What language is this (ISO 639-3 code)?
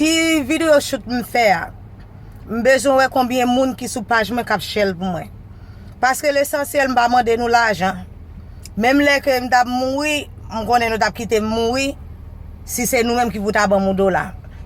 hat